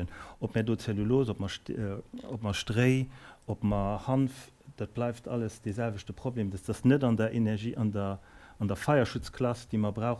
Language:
Luxembourgish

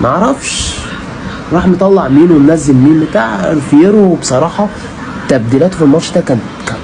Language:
Egyptian Arabic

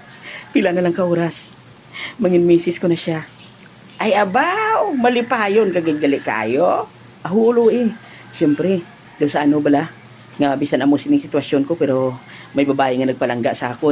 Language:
Hiligaynon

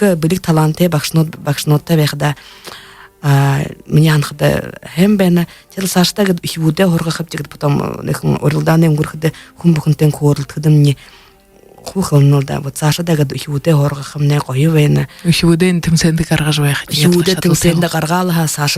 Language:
Buriat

